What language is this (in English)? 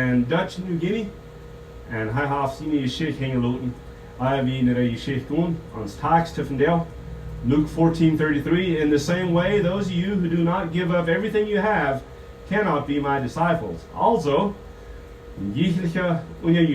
Plautdietsch